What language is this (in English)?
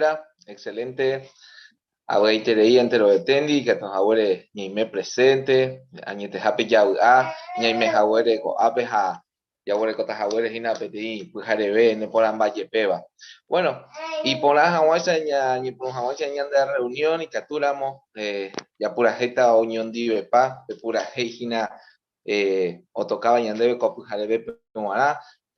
Guarani